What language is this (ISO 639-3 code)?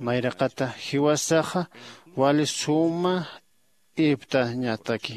aym